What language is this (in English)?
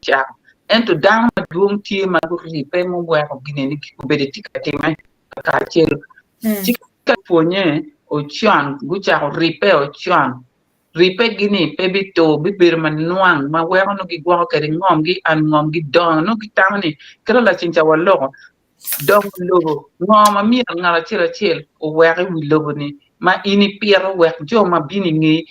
Acoli